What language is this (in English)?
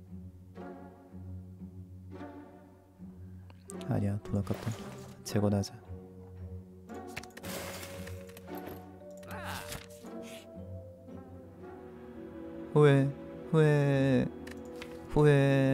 Korean